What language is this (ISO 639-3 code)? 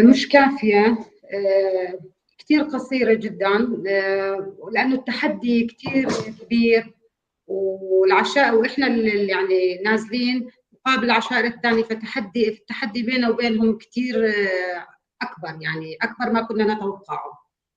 apc